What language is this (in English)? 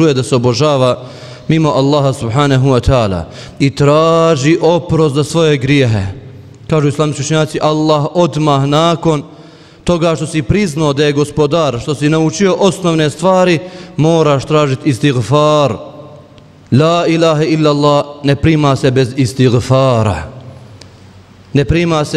Bosnian